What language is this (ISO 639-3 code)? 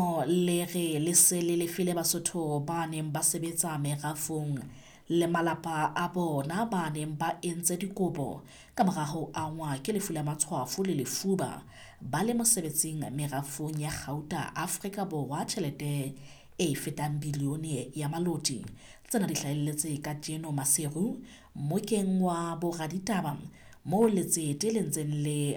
sot